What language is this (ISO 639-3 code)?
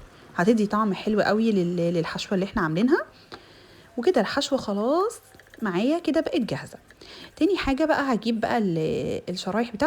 arz